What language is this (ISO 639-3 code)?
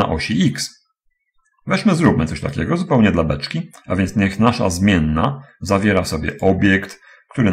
pol